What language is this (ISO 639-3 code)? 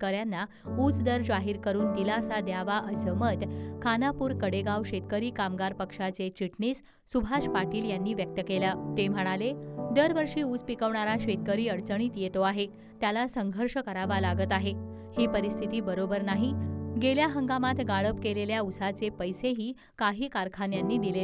mar